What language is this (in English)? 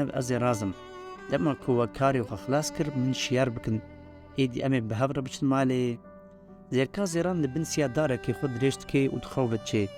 Kurdish